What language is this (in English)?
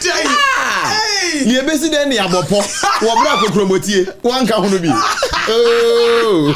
Akan